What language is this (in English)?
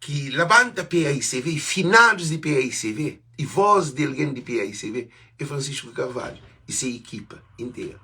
Kabuverdianu